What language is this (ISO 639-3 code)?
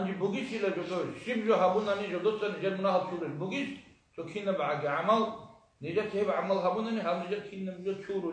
ava